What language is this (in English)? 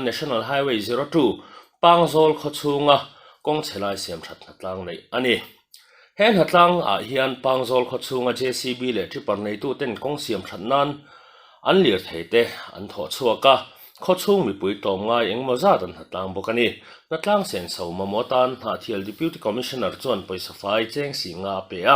Mizo